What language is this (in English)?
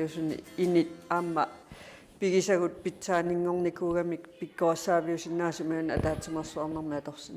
Kalaallisut